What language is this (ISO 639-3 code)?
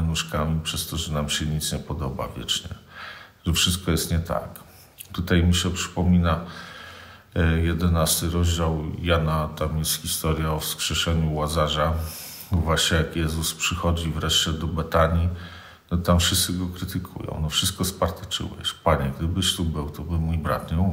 pol